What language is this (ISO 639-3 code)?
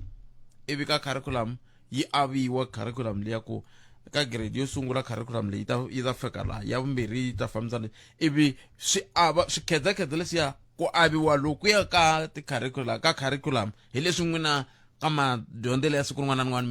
tso